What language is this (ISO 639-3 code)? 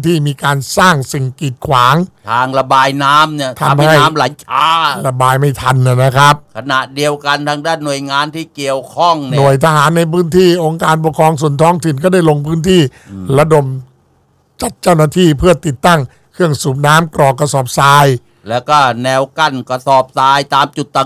tha